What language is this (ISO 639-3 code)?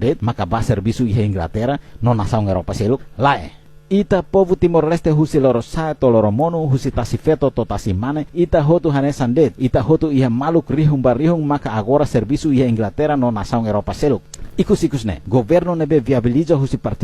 tet